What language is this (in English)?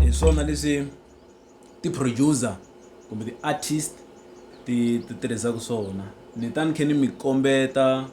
Tsonga